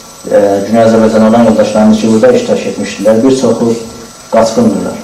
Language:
South Azerbaijani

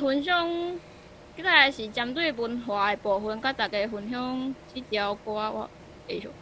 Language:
Min Nan Chinese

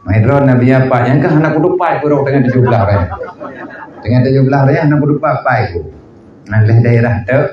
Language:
Achinese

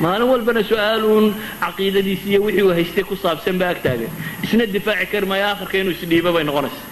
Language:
Somali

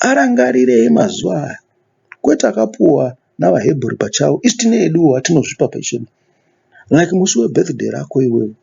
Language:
Shona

